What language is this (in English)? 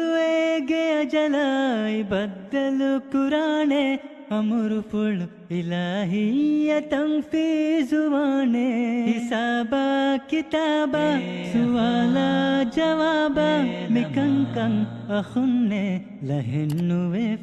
Divehi